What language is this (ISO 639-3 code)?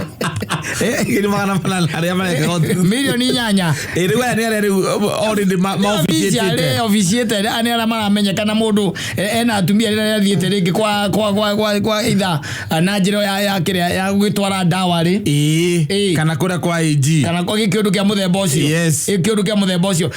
kik